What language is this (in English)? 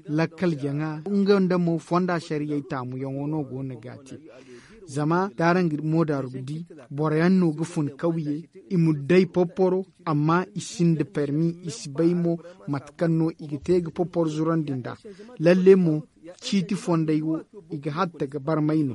Zarma